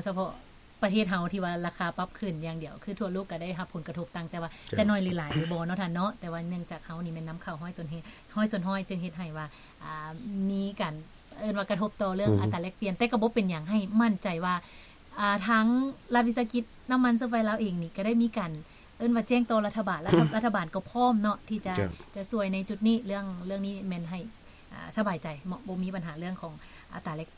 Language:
Lao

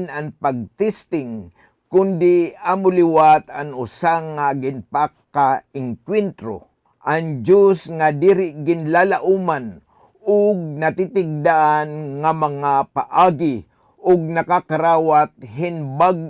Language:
Waray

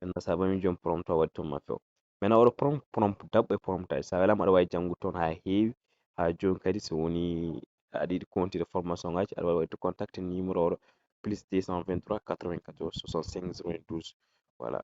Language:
Fula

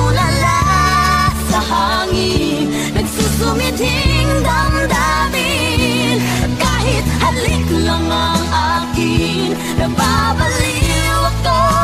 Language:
Filipino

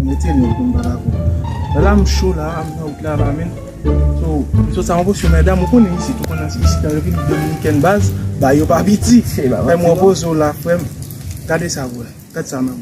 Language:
Haitian Creole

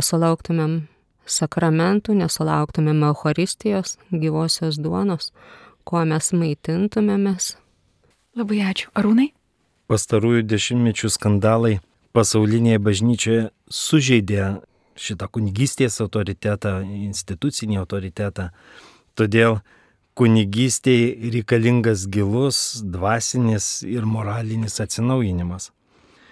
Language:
Lithuanian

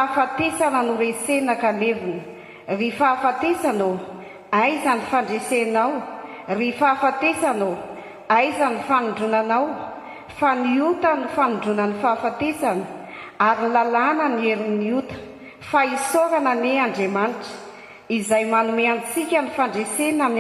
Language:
Malagasy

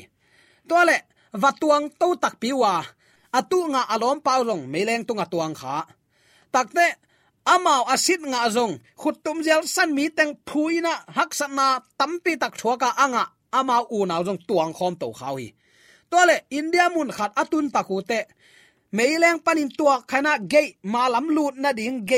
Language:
Tedim Chin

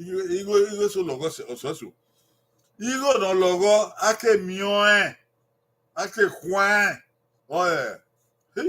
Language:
Bini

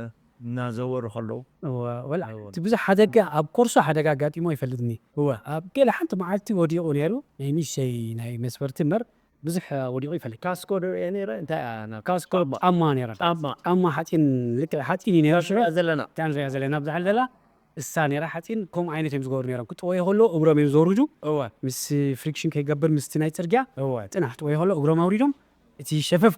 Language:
Tigrinya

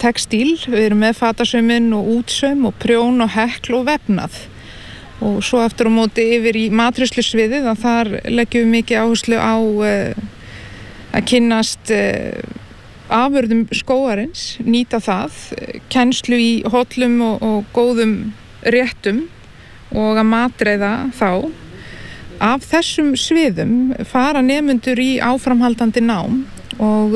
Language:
Icelandic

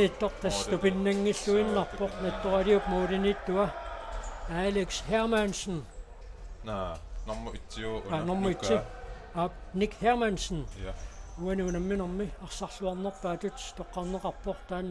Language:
Kalaallisut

